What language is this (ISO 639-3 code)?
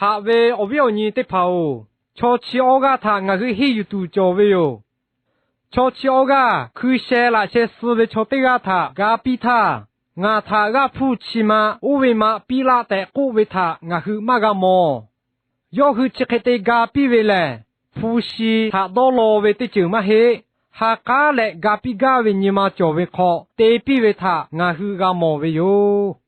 lhu